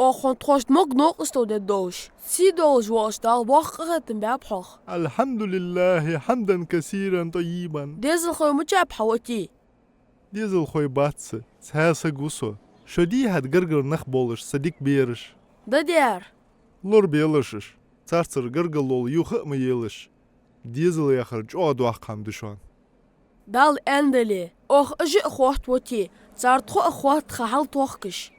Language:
Ingush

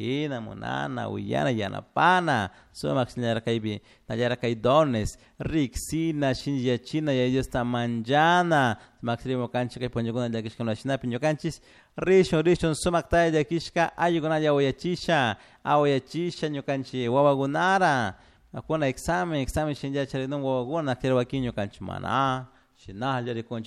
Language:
Chimborazo Highland Quichua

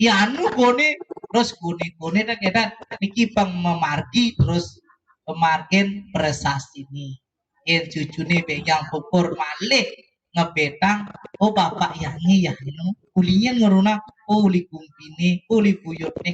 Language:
Balinese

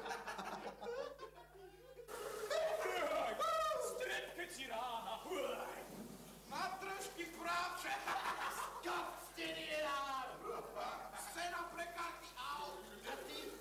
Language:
Slovak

